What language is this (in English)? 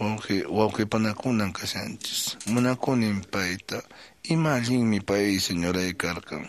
Quechua